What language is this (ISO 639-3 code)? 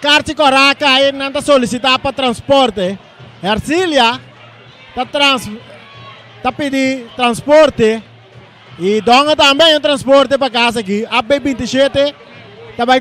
pap